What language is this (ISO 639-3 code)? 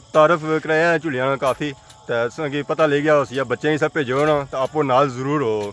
phr